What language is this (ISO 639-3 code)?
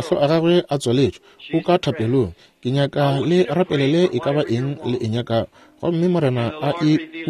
nso